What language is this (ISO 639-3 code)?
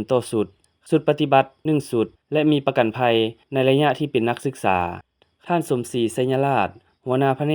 lao